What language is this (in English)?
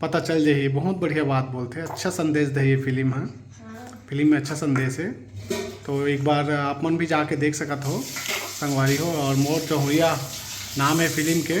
Chhattisgarhi